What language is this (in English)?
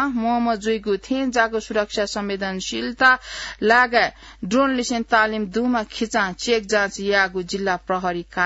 Newari